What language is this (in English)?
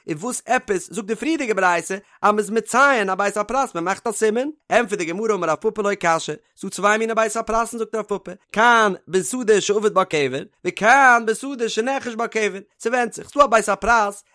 Yiddish